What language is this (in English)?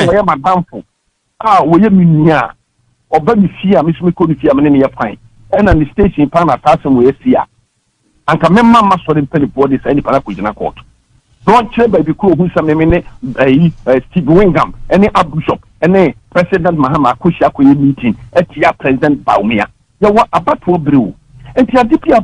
Akan